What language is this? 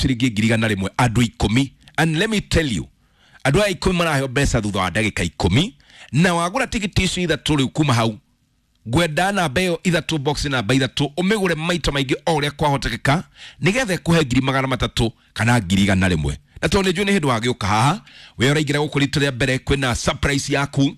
Kikuyu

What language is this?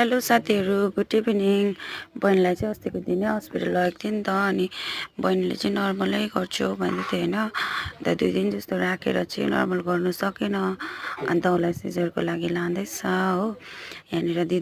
Nepali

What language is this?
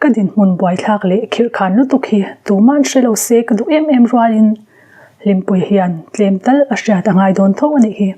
Mizo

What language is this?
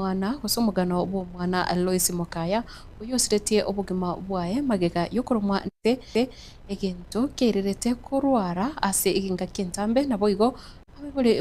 Gusii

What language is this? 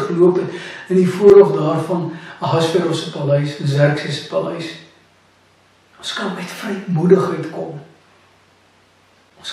Afrikaans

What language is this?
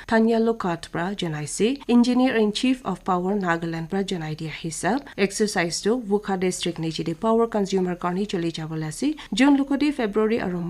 Naga Pidgin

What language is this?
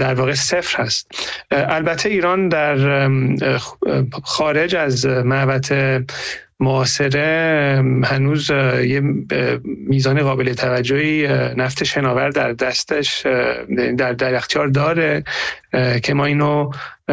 Persian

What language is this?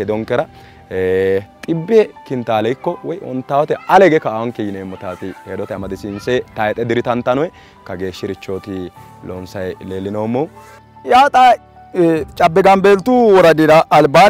Sidamo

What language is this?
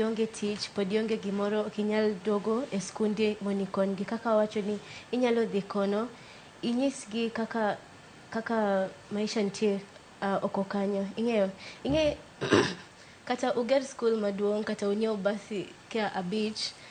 Luo (Kenya and Tanzania)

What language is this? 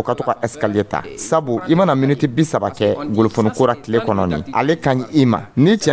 Dyula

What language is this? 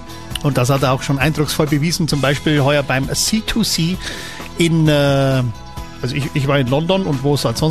German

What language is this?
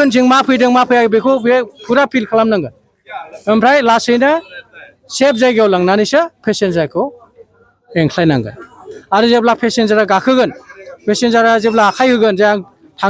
Bodo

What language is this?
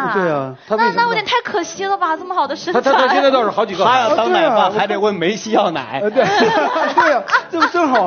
Chinese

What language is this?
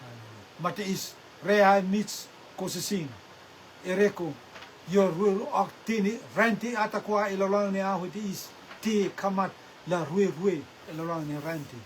Rotuman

